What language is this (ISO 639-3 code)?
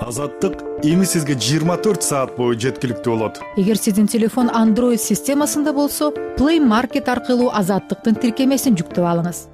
kir